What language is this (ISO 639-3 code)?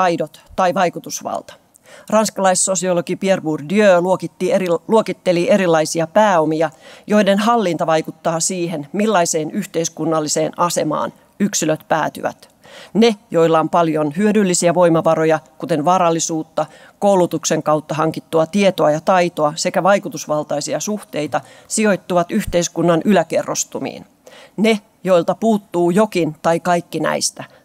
fin